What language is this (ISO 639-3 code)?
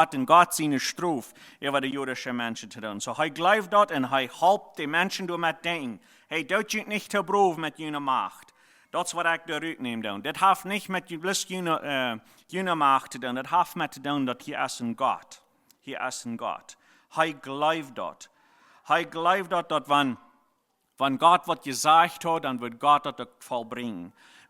pdt